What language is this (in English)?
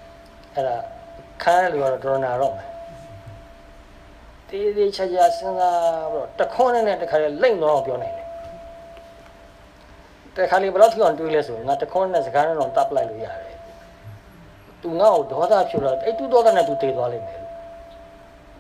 Burmese